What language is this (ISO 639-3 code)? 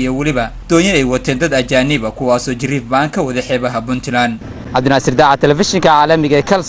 som